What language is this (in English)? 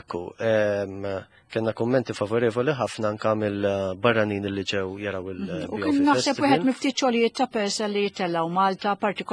Maltese